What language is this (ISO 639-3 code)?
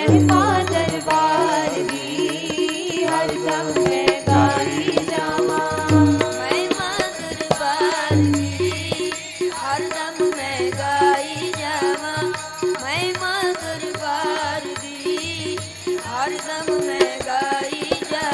pan